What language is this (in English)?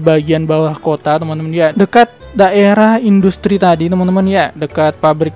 Indonesian